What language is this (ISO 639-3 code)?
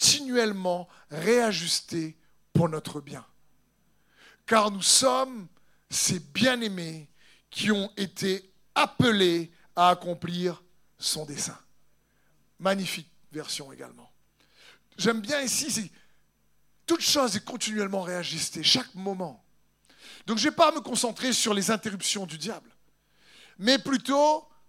fra